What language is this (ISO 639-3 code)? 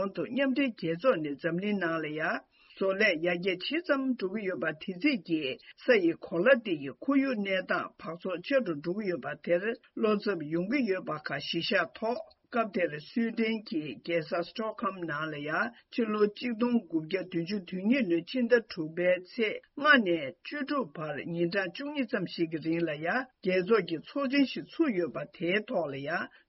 bod